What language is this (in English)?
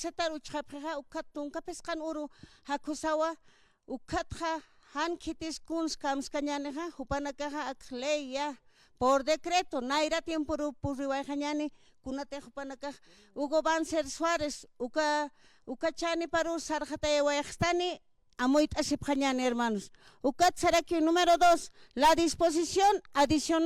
Aymara